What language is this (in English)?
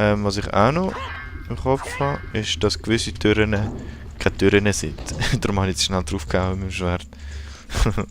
Swiss German